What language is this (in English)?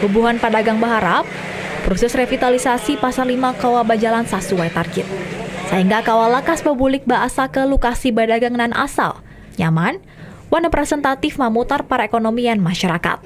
Banjar